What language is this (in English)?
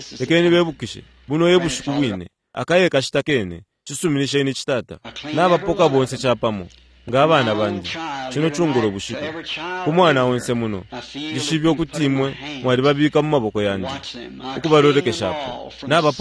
Bemba